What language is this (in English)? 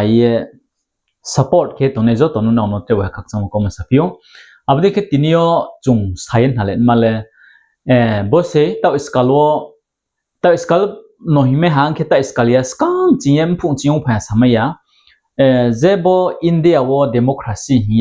Riang (India)